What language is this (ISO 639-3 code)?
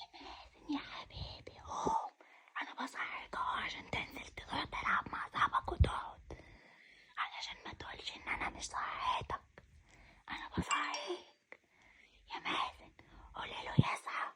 arz